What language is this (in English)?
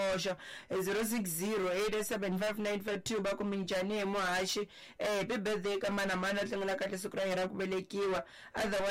Tsonga